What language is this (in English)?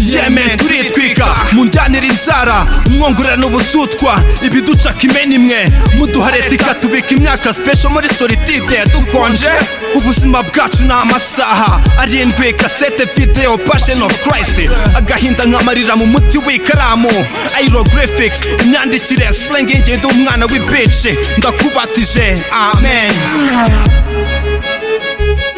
Kinyarwanda